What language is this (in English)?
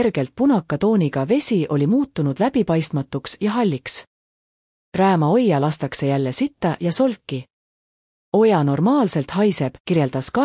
Estonian